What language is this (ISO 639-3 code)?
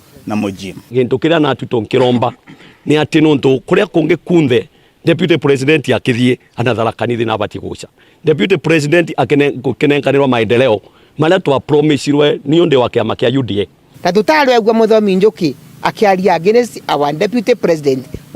mer